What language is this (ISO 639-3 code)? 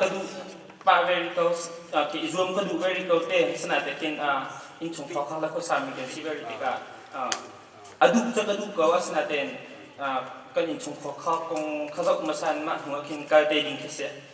cnh